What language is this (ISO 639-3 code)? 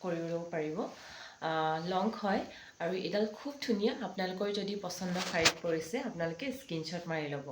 asm